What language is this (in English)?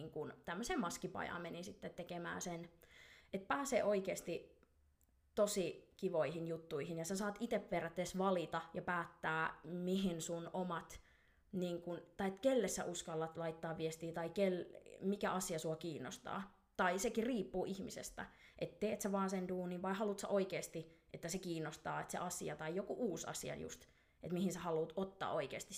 Finnish